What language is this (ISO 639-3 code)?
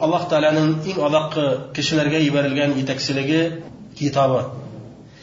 bak